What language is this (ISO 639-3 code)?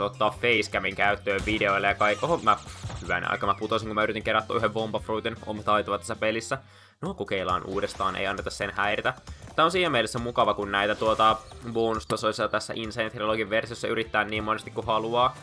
fin